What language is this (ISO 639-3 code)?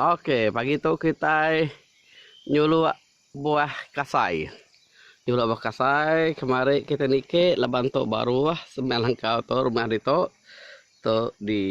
iba